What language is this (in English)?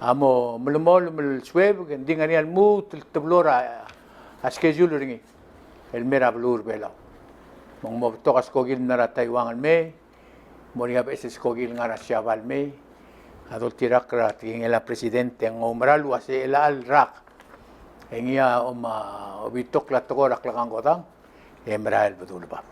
Palauan